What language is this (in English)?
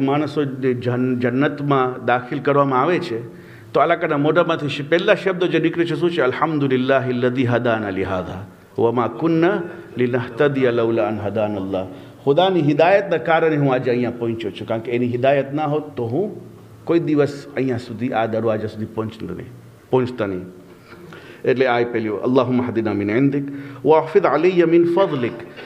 Gujarati